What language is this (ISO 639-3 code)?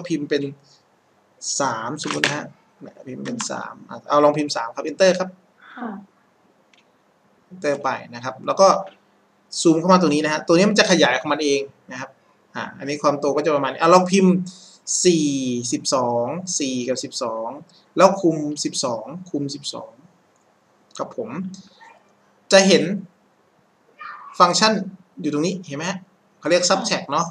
tha